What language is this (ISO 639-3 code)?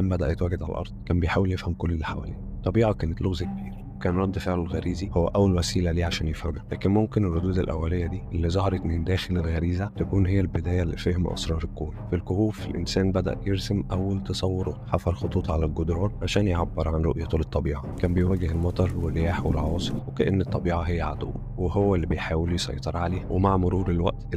arz